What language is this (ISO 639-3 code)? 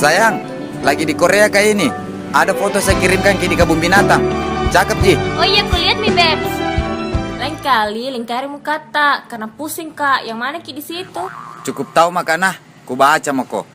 mfp